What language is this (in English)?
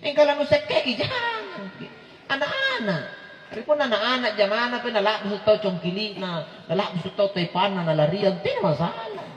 Makasar